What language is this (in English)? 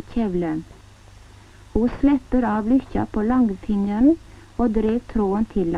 Norwegian